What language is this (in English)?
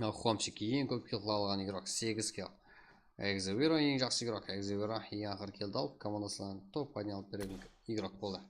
Kara-Kalpak